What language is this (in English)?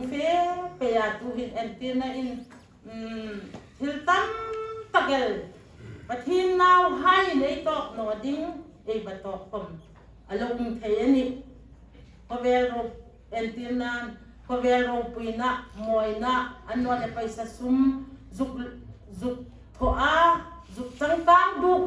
Hmar